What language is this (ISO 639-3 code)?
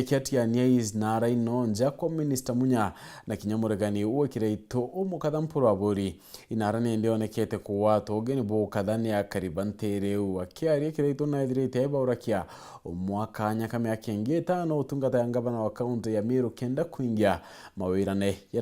mer